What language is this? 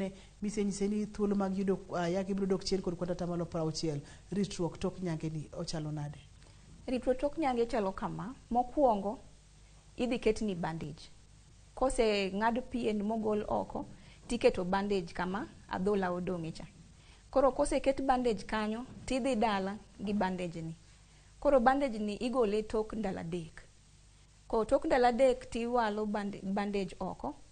Luo (Kenya and Tanzania)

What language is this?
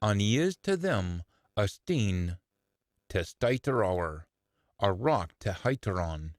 Scots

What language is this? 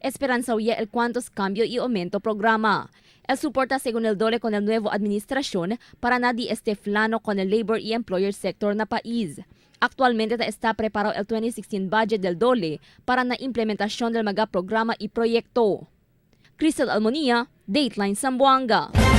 Chavacano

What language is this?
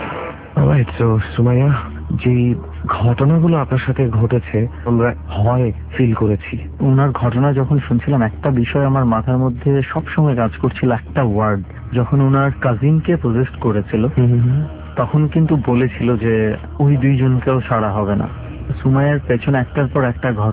Bangla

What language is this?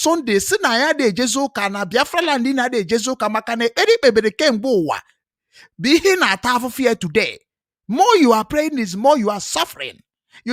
Igbo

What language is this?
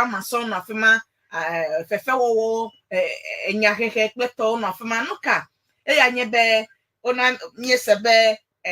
Ewe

